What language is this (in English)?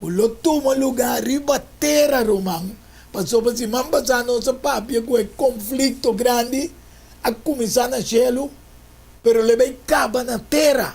Papiamento